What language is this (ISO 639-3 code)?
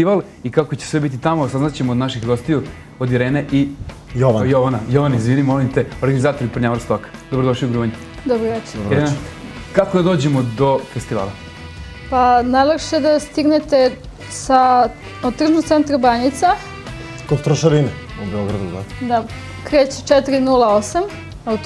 srp